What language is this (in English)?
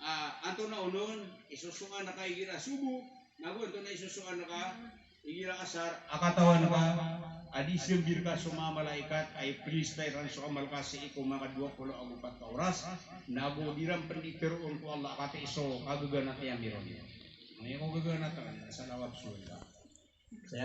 Maranao